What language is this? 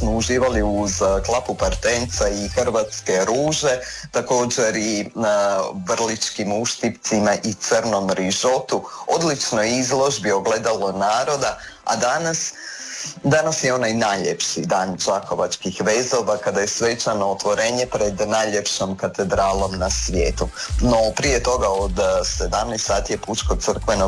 Croatian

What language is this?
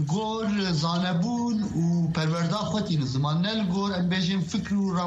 Kurdish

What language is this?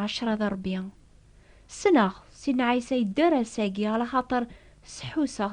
Kabyle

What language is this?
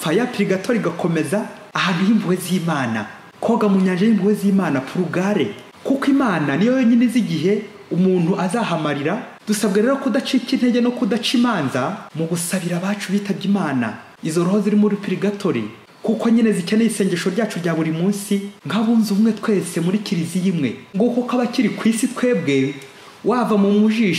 Kinyarwanda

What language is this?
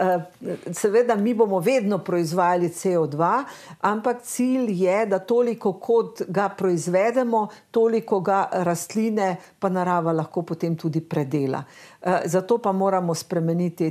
Slovenian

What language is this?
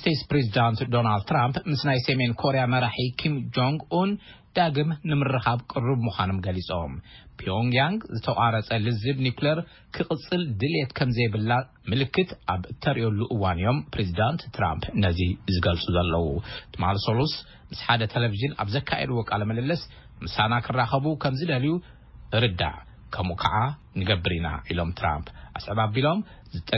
Tigrinya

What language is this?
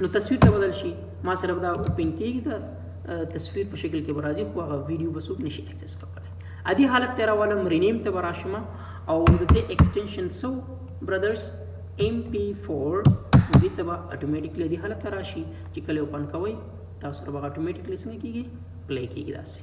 Pashto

